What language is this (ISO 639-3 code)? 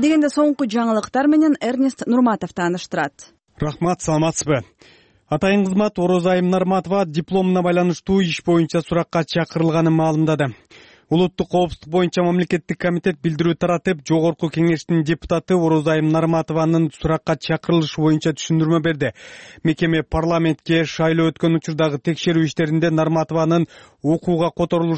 kir